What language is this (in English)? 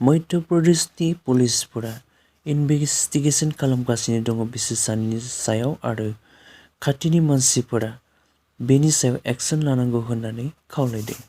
Bodo